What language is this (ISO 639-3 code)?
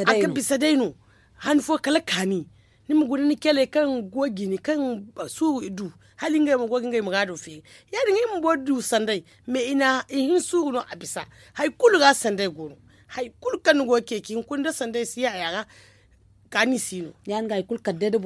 dje